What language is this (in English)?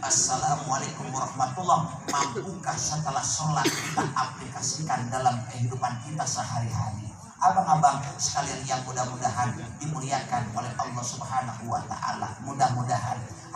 Indonesian